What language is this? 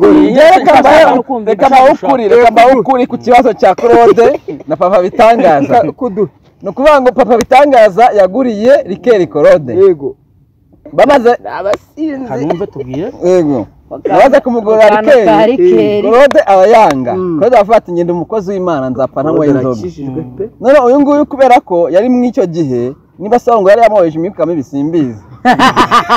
Kinyarwanda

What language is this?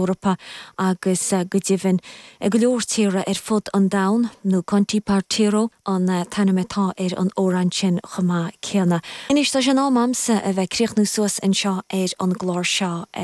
Irish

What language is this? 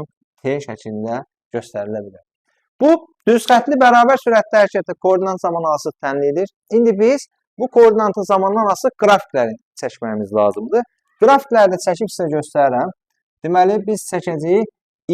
Azerbaijani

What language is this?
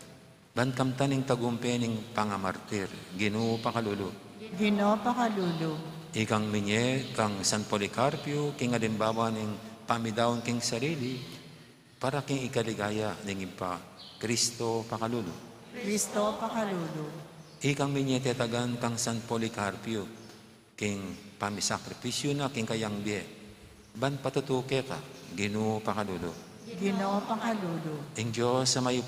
Pampanga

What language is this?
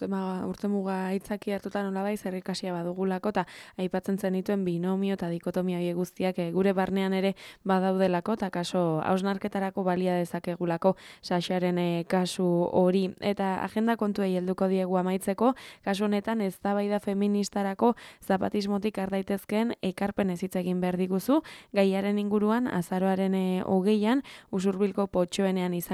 Basque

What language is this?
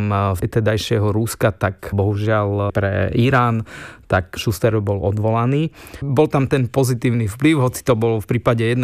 Slovak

